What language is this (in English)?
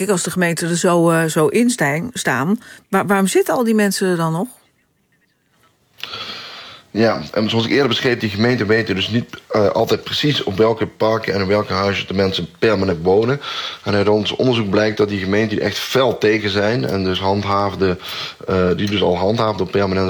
Dutch